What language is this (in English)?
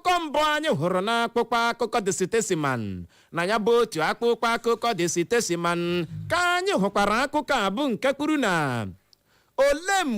Igbo